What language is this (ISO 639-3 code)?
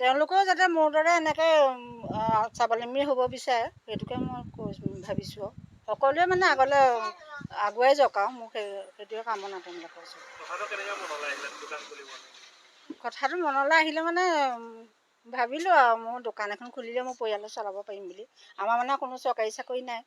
asm